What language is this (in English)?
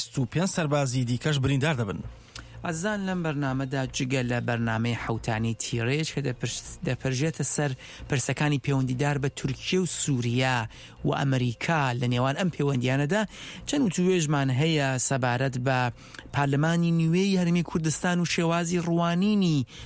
Central Kurdish